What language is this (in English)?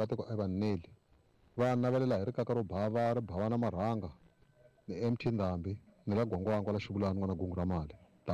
Tsonga